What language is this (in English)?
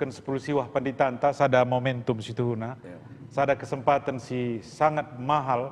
Batak Karo